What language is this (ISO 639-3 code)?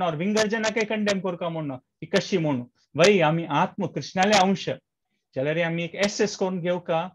kok